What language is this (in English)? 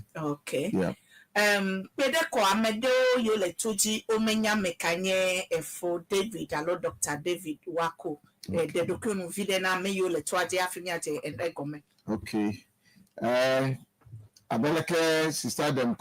Ewe